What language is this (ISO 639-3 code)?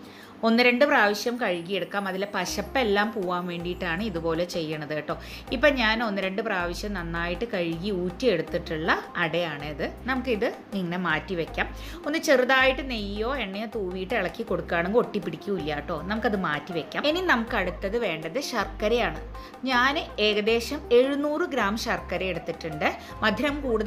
mal